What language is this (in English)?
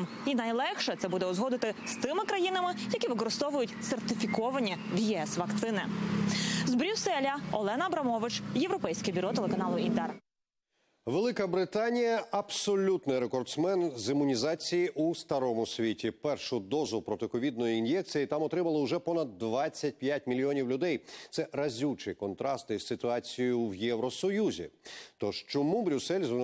Ukrainian